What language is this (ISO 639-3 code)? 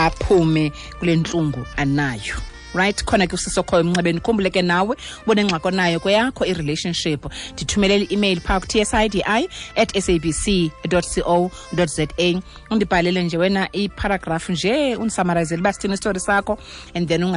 xho